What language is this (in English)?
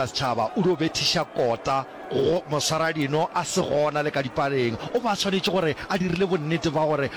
Northern Sotho